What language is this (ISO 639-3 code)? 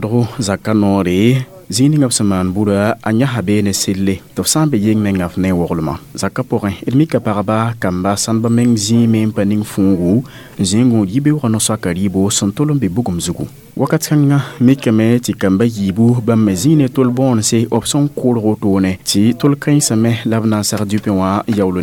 mos